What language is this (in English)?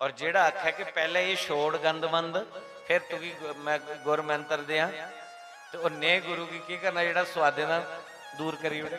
Dogri